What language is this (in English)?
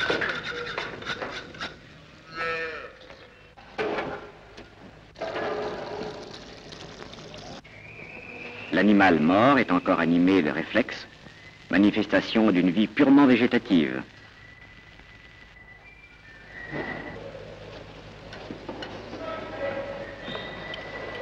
French